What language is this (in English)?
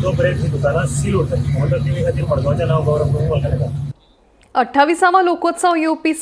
Konkani